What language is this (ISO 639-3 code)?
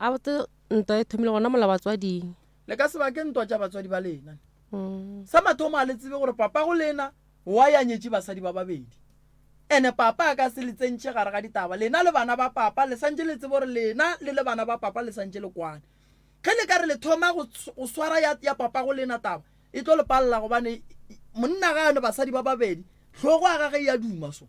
nso